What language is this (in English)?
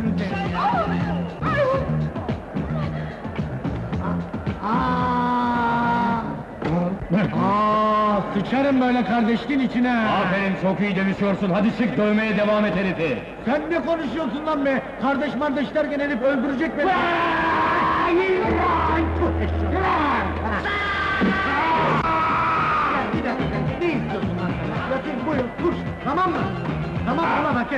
Turkish